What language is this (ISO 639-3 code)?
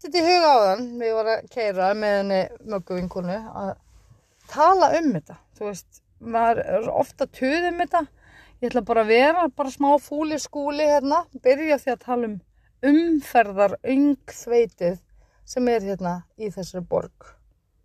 isl